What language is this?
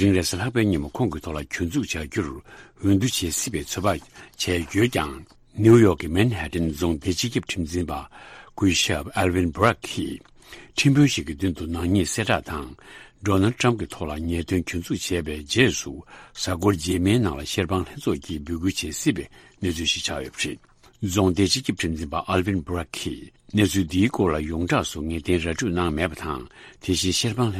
Tibetan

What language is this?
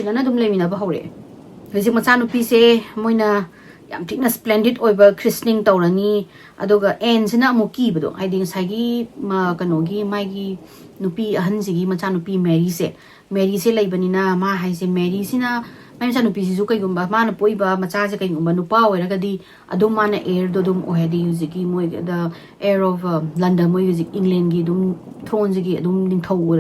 Manipuri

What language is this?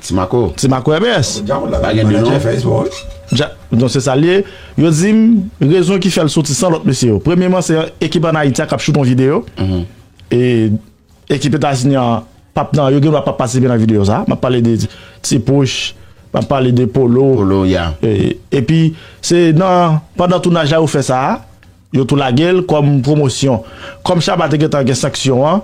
Haitian Creole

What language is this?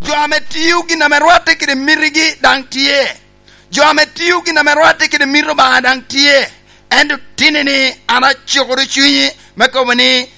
Lango (Uganda)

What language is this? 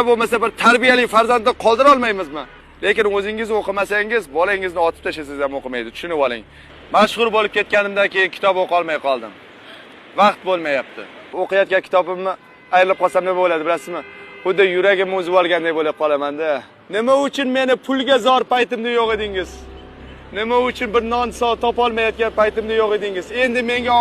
Uzbek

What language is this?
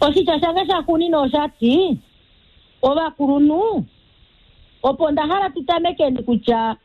Kuanyama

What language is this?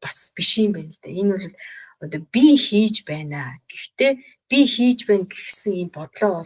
Mongolian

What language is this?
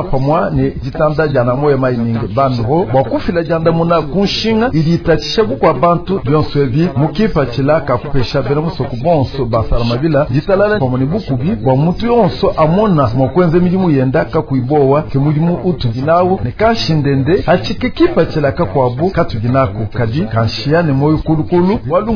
Luba-Lulua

